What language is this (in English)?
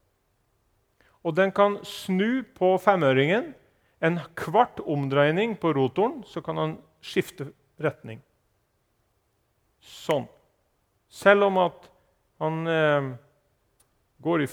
Norwegian